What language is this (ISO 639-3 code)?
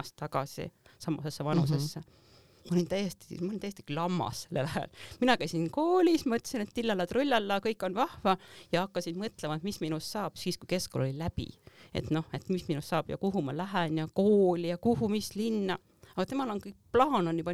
est